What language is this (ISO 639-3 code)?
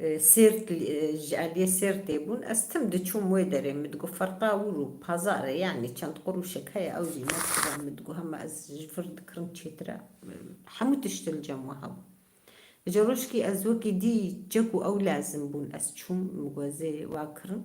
kur